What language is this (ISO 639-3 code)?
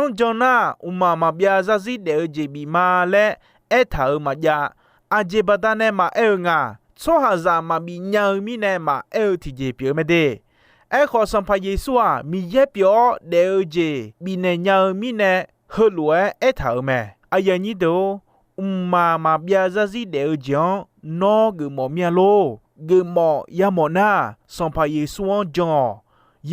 ahk